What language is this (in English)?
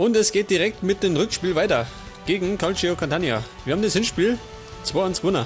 Bavarian